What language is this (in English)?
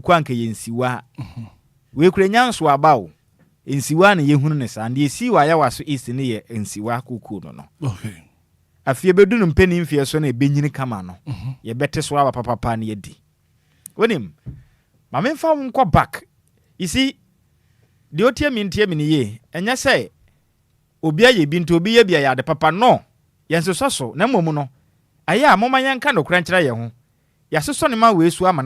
Akan